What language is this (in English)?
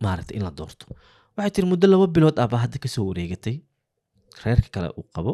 Somali